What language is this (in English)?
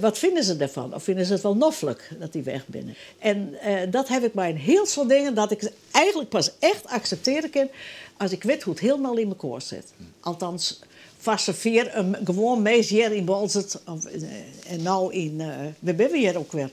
Western Frisian